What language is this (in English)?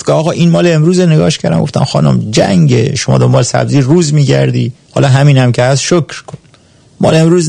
Persian